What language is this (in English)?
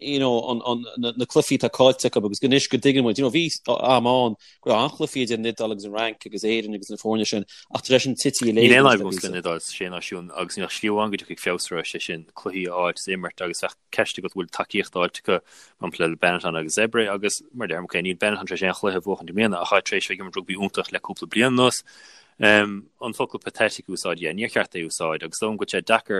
Irish